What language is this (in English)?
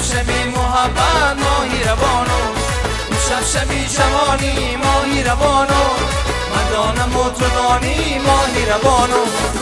Tajik